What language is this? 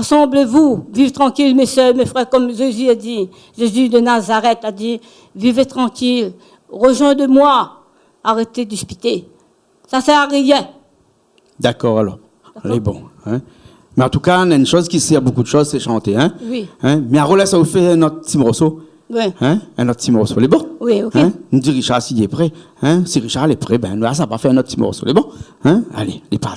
Réunion Creole French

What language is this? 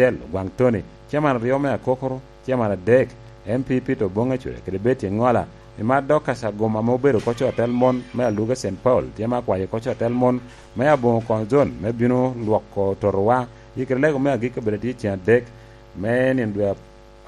Lango (Uganda)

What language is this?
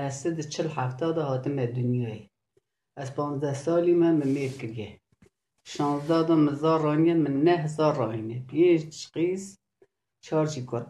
Zaza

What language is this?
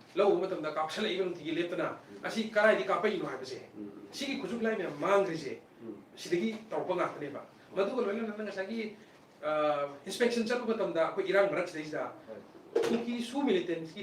Manipuri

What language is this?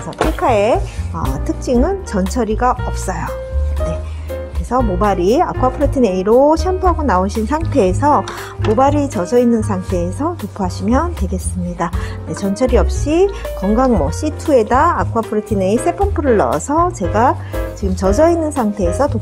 Korean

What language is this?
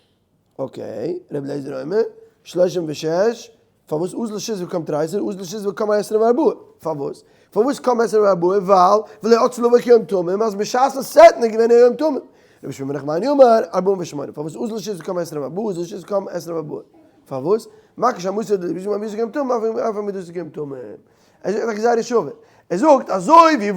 Yiddish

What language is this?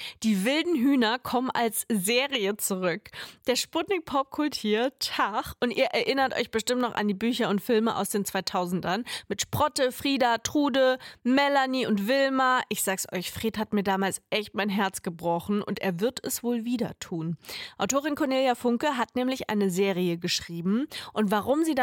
German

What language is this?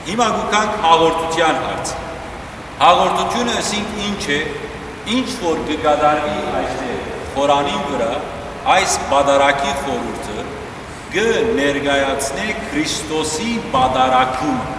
Western Armenian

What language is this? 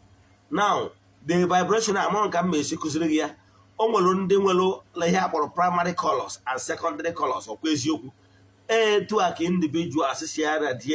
Igbo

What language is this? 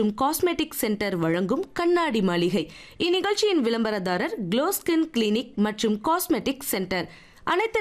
Tamil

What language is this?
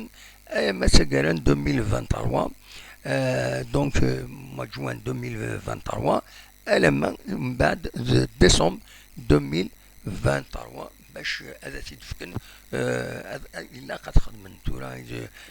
Kabyle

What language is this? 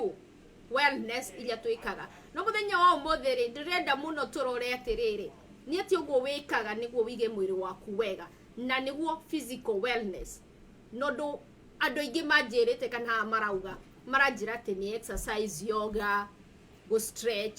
Kikuyu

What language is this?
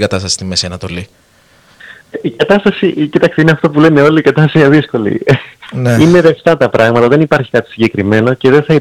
Greek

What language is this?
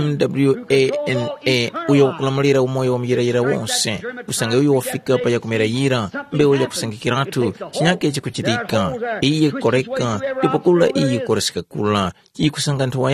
Tumbuka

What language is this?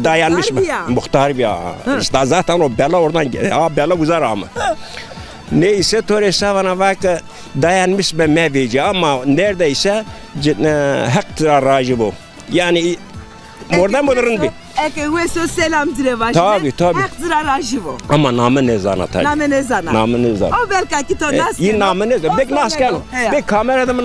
Zaza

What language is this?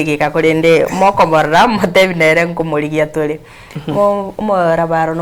Gusii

